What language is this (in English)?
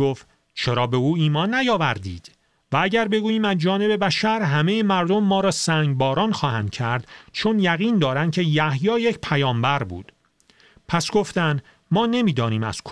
Persian